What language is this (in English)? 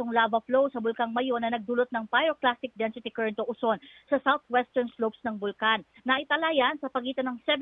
Filipino